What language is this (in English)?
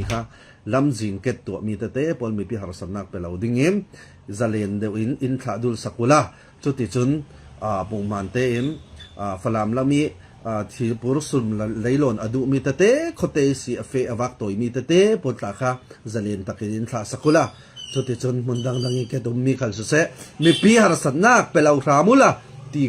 Falam Chin